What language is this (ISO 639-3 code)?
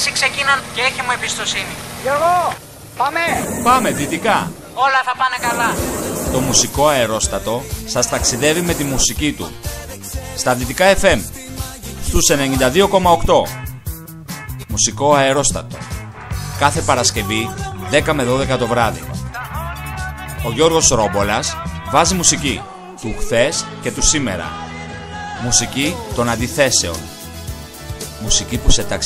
ell